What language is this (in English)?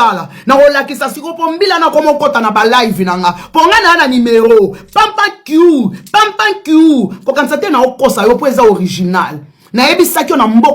Lingala